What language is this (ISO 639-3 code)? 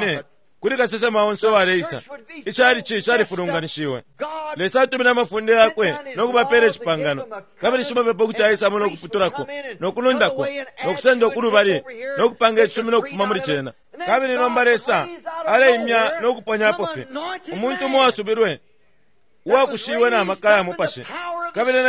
bem